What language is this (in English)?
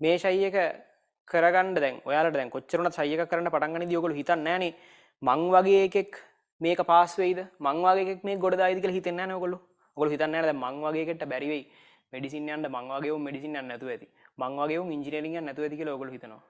Sinhala